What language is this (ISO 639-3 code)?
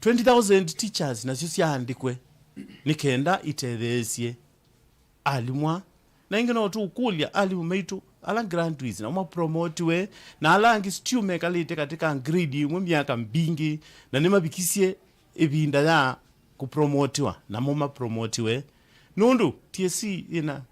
kam